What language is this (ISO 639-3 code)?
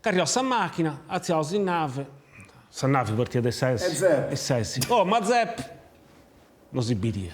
srd